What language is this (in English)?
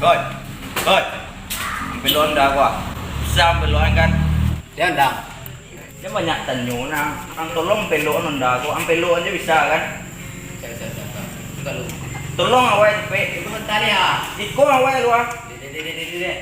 Minangkabau